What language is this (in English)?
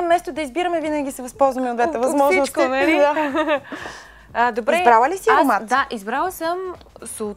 Bulgarian